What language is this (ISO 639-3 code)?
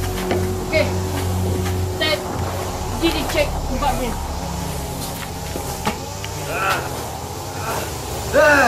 msa